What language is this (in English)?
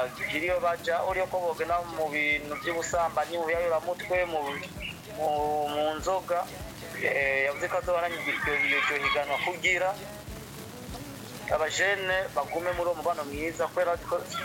Rundi